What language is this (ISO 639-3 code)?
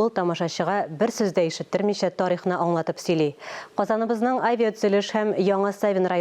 tat